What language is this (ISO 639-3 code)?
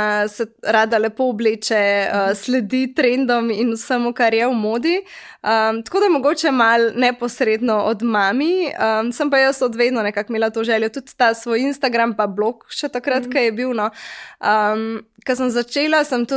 slv